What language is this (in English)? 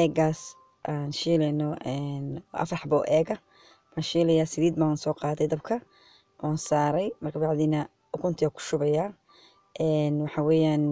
Somali